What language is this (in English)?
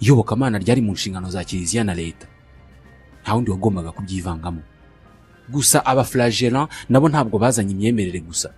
Kinyarwanda